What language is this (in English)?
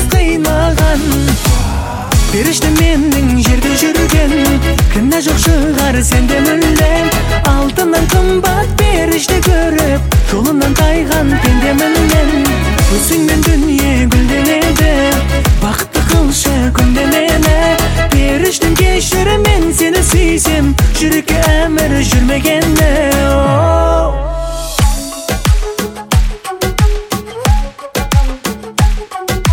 Kazakh